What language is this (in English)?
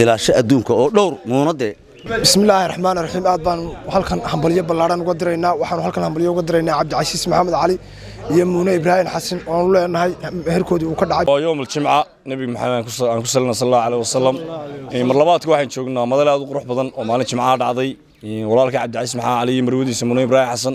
Somali